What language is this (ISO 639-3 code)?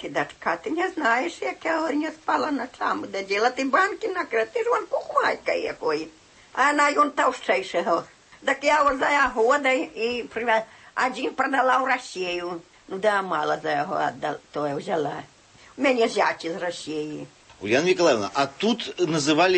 bel